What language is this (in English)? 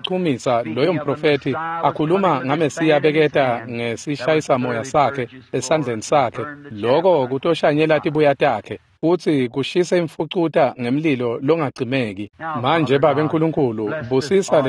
Swati